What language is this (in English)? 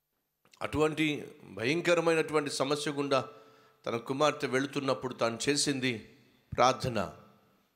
Telugu